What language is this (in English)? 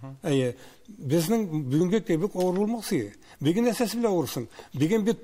Tatar